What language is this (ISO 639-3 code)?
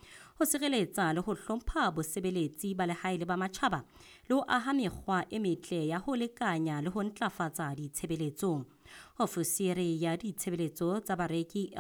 sot